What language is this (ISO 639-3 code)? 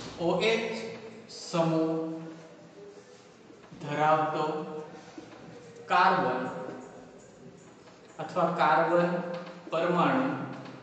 guj